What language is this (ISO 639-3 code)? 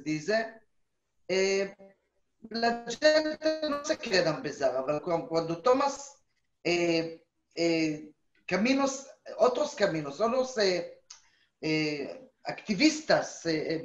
lad